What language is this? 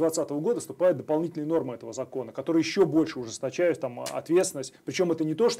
Russian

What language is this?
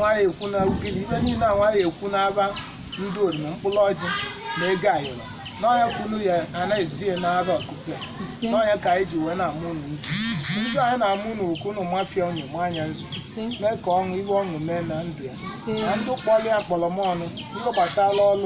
Igbo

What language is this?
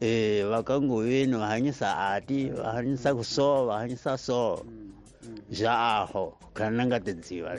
Tsonga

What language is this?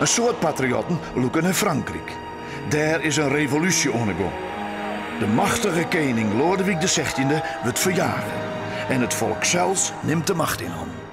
Western Frisian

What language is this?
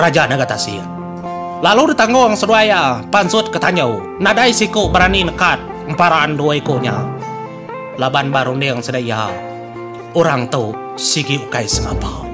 Iban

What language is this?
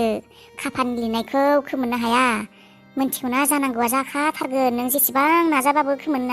Bodo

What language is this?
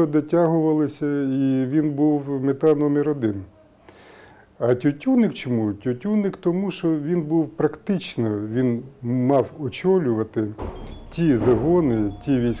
Ukrainian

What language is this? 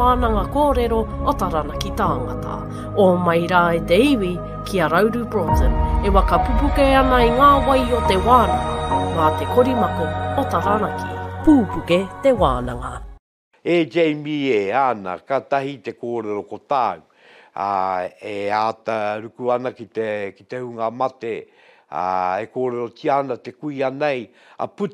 Māori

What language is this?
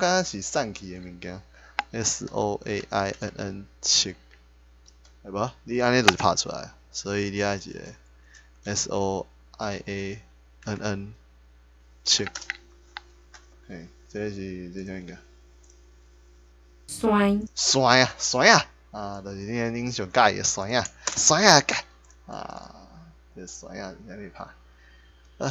Min Nan Chinese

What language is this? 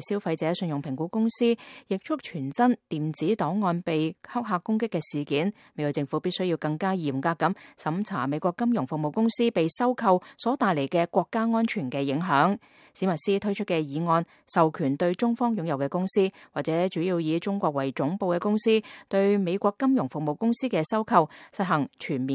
Cantonese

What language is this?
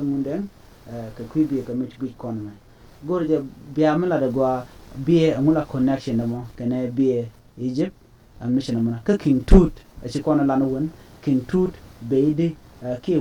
Nuer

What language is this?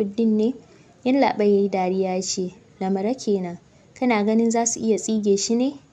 Hausa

